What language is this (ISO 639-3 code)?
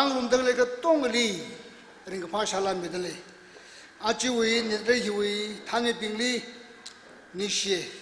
nmf